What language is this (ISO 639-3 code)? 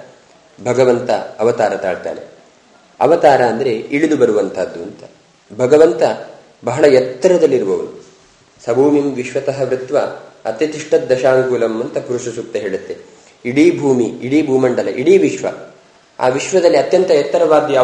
kan